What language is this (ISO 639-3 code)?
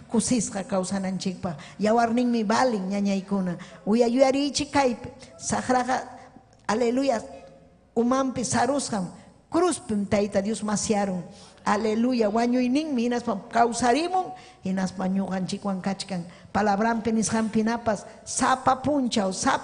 quy